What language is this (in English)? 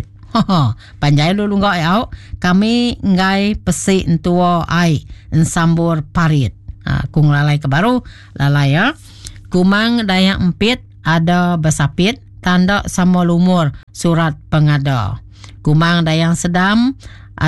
Iban